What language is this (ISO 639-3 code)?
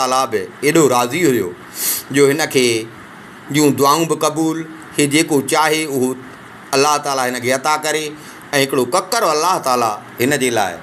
snd